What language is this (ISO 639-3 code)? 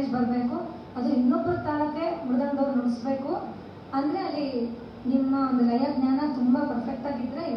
kan